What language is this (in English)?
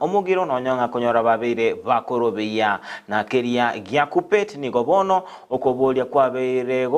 Gusii